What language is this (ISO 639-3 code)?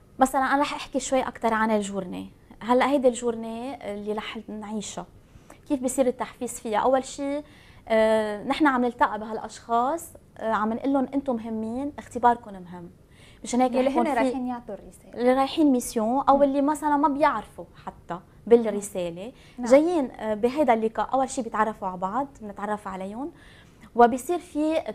apc